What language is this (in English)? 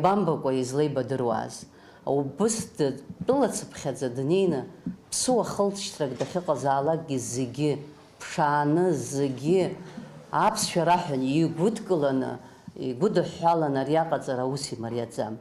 Abkhazian